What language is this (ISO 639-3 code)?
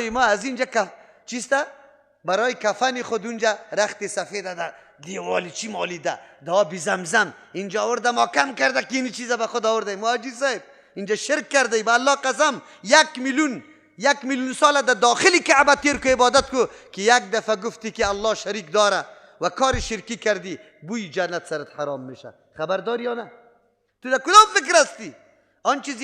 fas